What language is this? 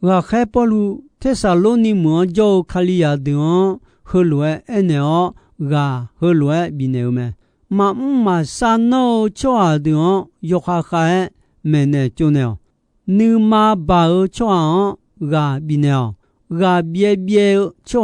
Akha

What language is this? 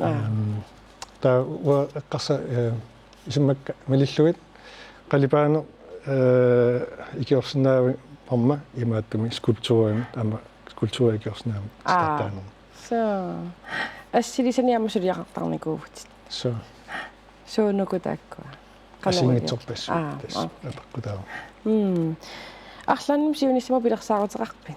Kalaallisut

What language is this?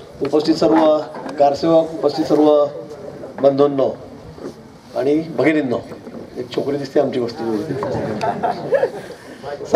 Marathi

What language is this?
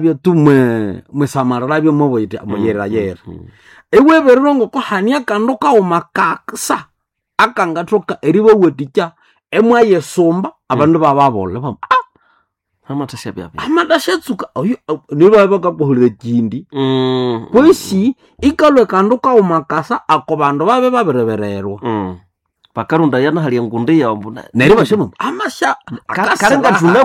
Nande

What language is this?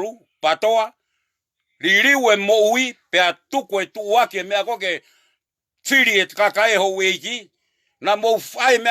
Tongan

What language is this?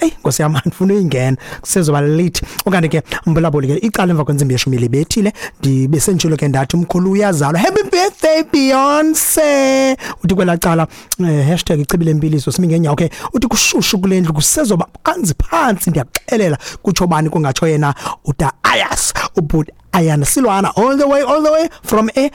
Xhosa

